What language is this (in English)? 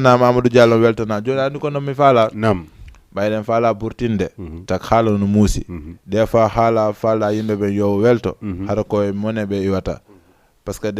Fula